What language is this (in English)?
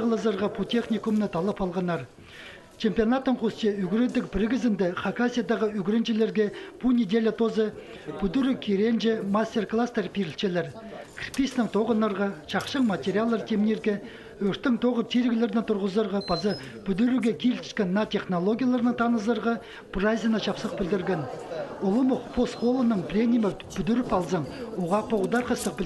Khakas